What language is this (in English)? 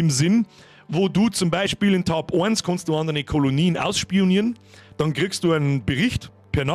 Bavarian